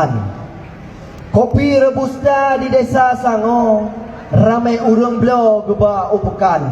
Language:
Achinese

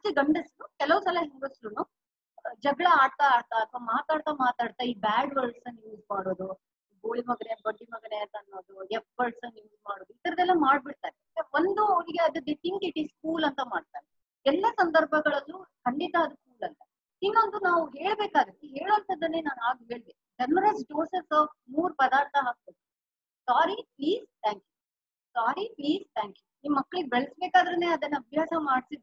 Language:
Kannada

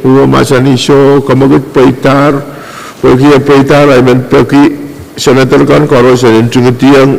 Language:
Pohnpeian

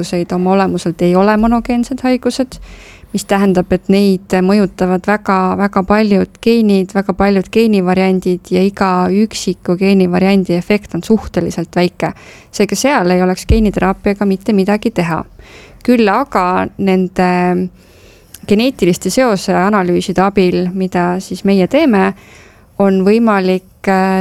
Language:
Estonian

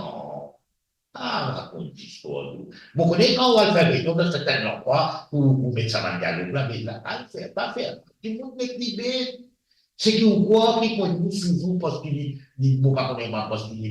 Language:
Morisyen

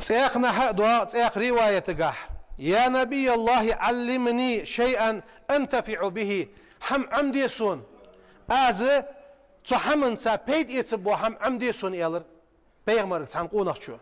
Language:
Ingush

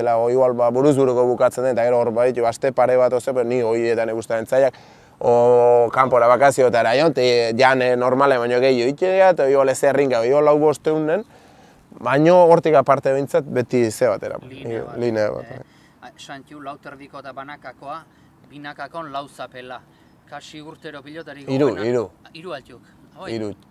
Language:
Basque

